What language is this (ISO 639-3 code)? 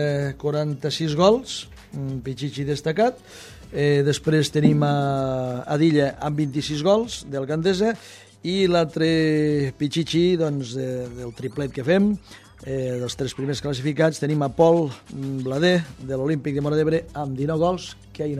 cat